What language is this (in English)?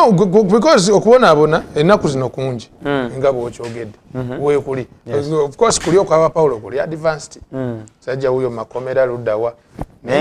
Ganda